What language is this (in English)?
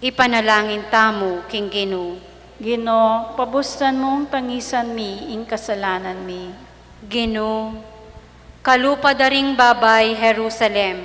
Pampanga